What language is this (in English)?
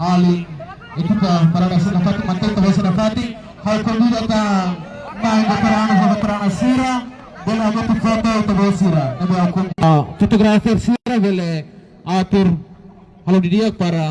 Tetum